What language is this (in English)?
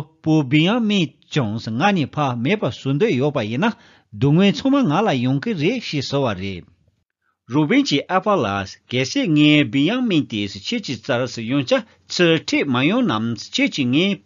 Tibetan